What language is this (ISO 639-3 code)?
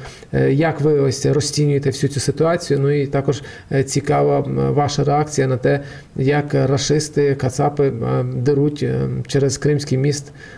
ukr